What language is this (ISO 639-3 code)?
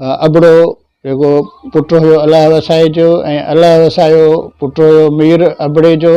snd